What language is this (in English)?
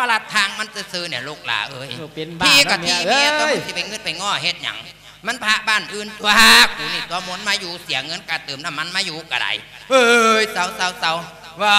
Lao